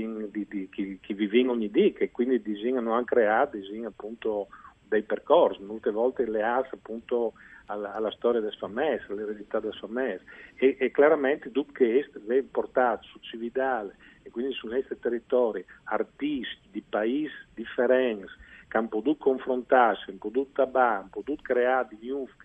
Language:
Friulian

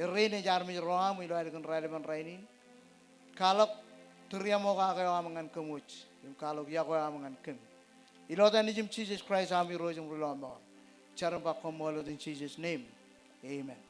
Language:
Marshallese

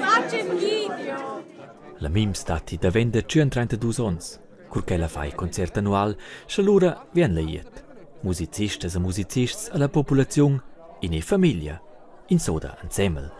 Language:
Romansh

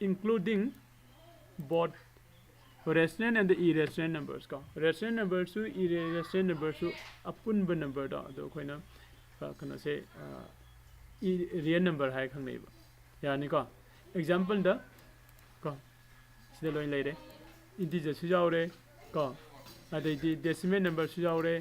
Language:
Manipuri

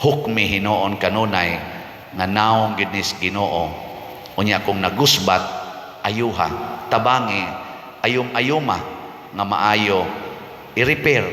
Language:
Cebuano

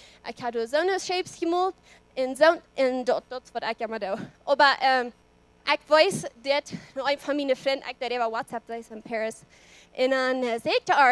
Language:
Plautdietsch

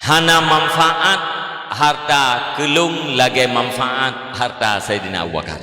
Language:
Achinese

